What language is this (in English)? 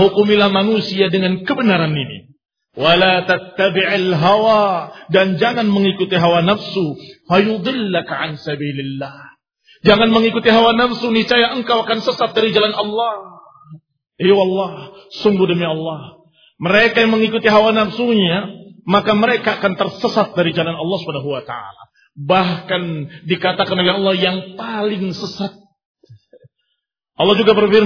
Indonesian